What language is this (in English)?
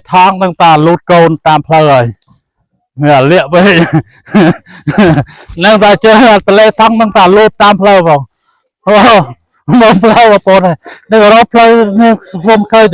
Khmer